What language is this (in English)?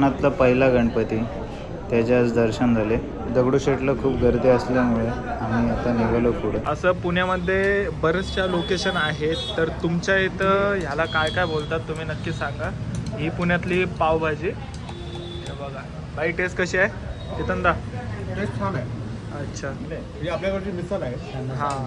Marathi